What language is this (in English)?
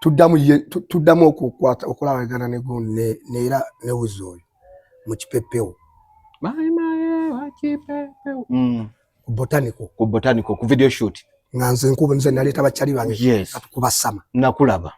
Ganda